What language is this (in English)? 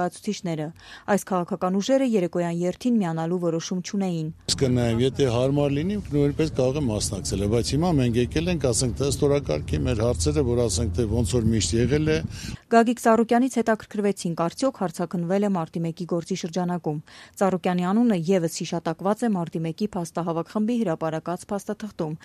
Armenian